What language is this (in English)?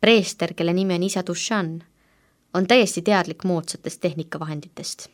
Estonian